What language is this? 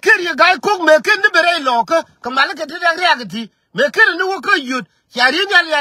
Nuer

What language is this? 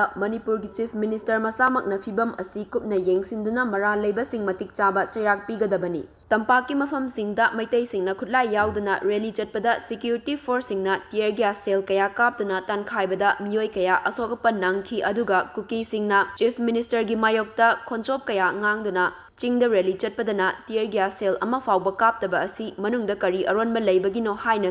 Manipuri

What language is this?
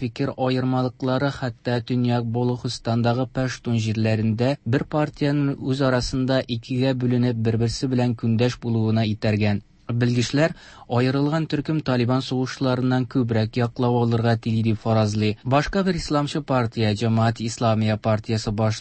Tatar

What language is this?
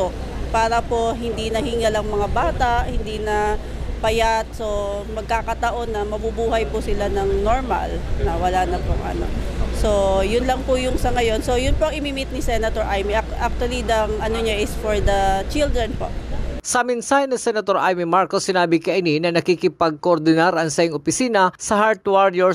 Bikol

